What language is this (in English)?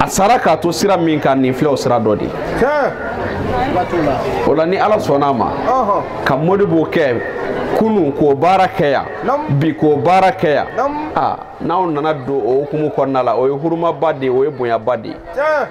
Bambara